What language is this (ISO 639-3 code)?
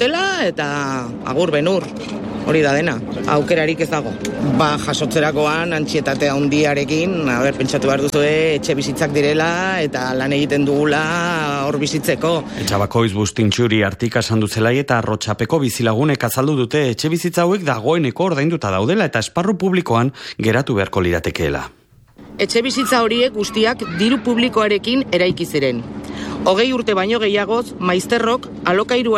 eus